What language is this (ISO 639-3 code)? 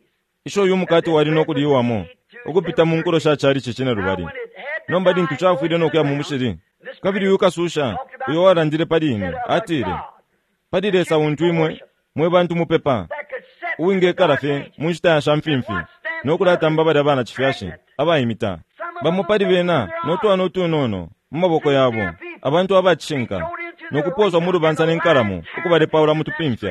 bem